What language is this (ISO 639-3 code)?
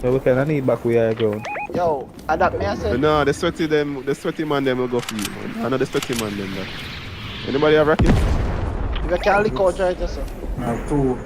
jam